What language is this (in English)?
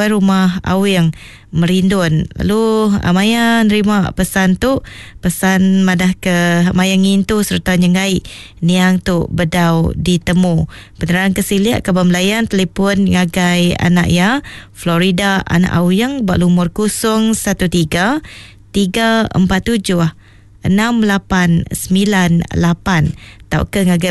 Iban